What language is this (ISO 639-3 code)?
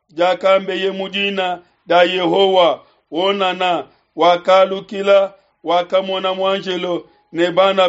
lua